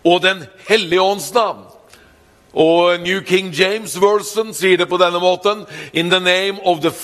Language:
Norwegian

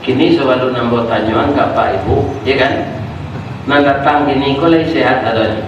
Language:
Minangkabau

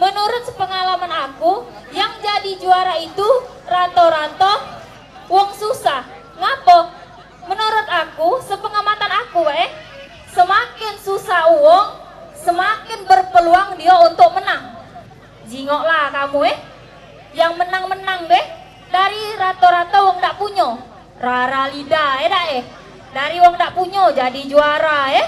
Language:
Musi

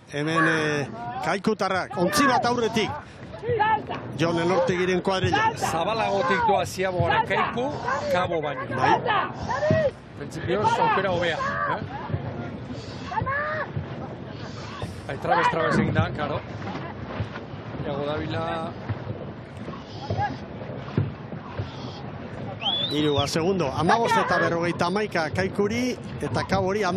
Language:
Basque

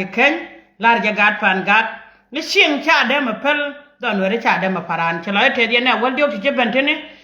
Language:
Nuer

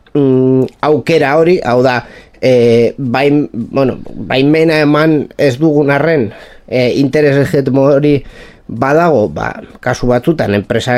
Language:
Basque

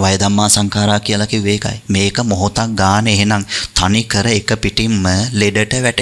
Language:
Sinhala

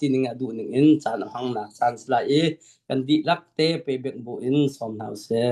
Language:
Hakha Chin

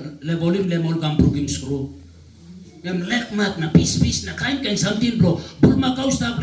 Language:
Tok Pisin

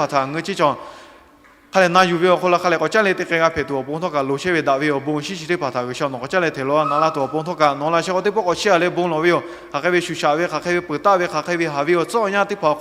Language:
Lahu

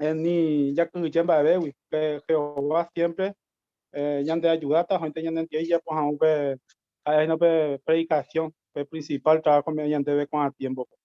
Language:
Guarani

